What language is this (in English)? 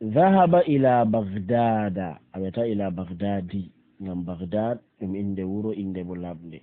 Fula